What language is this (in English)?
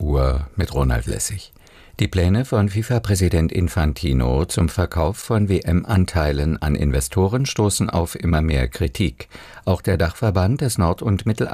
German